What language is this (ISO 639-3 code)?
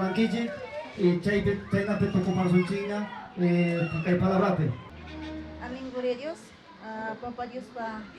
quy